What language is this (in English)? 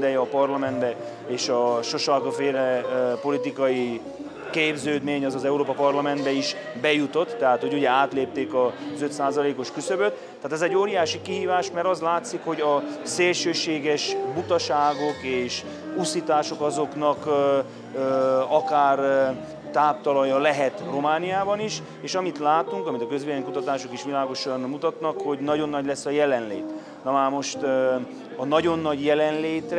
Hungarian